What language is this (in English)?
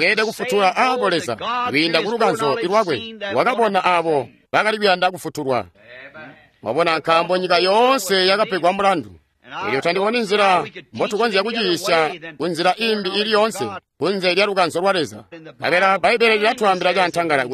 Tonga (Zambia)